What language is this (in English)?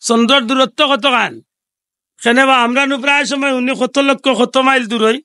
Sylheti